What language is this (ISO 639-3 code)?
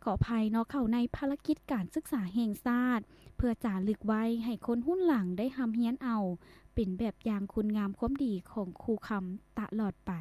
lao